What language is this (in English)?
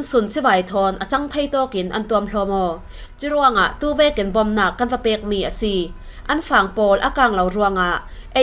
Falam Chin